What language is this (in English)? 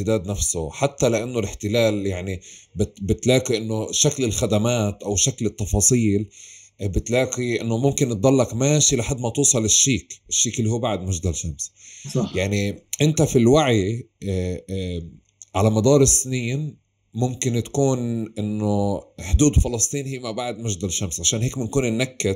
North Levantine Arabic